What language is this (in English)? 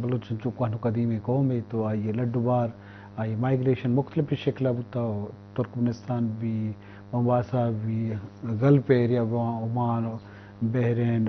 Eastern Balochi